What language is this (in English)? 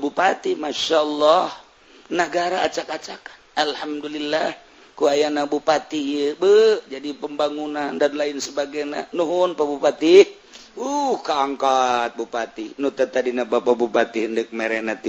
Sundanese